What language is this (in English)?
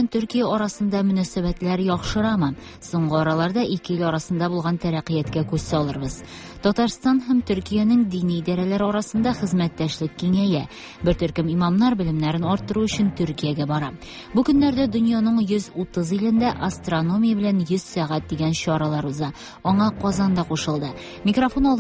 Tatar